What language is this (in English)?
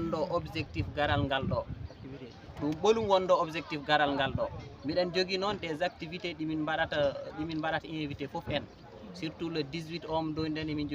Fula